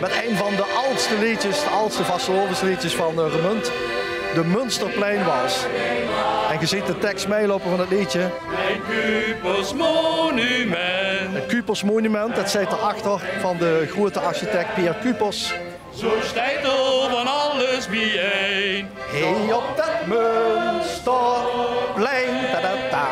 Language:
Limburgish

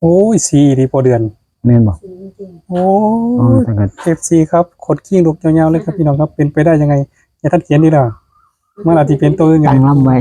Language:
Northeastern Thai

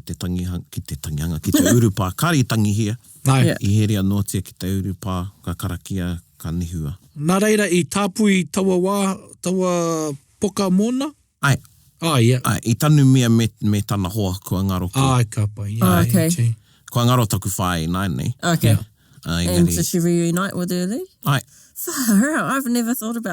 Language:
Māori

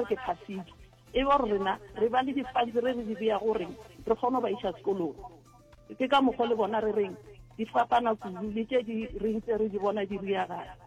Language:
Northern Sotho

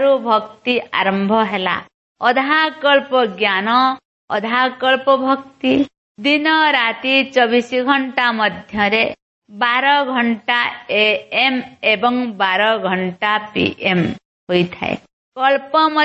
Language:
Odia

